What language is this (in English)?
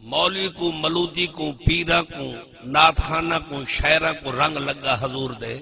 Saraiki